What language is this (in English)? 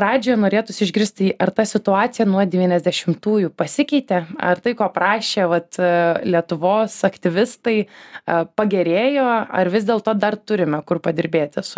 Lithuanian